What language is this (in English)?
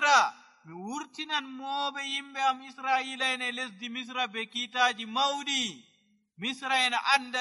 Nigerian Fulfulde